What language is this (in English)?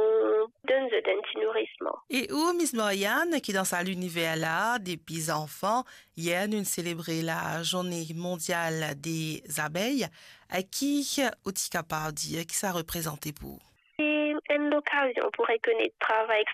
Morisyen